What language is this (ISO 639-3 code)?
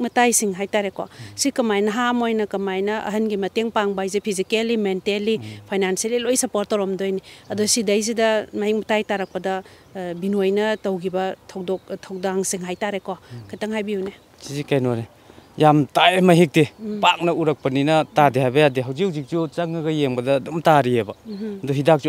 mni